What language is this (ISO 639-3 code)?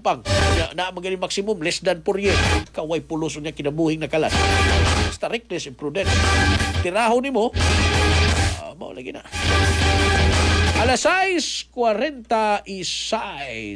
ceb